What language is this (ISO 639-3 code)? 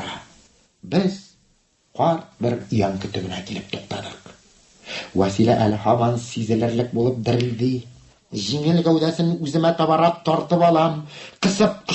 tat